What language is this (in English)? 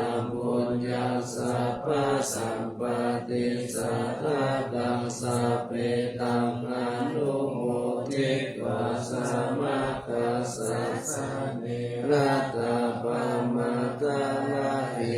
Pali